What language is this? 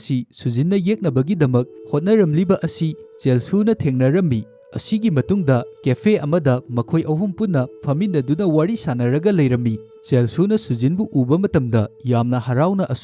Manipuri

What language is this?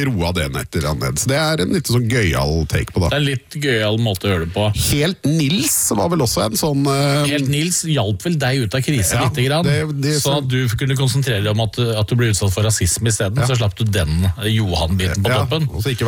Norwegian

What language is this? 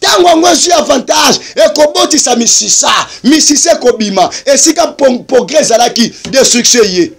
Lingala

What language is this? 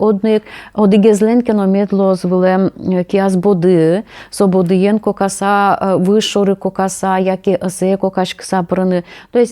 Udmurt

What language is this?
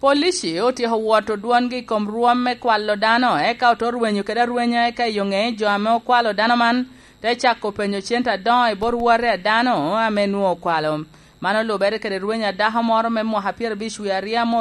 Lango (Uganda)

